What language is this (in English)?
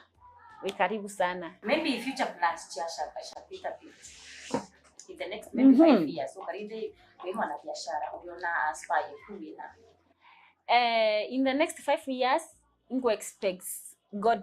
Meru